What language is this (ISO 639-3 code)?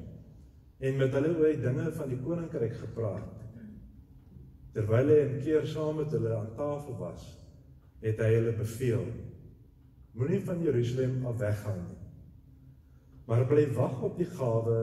afr